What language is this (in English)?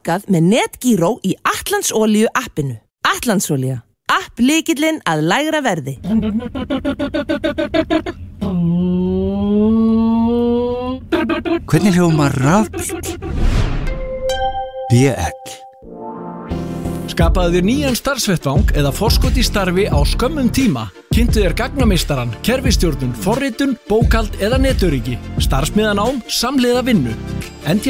Icelandic